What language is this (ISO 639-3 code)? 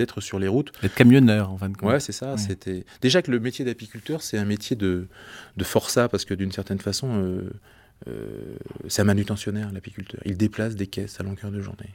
fra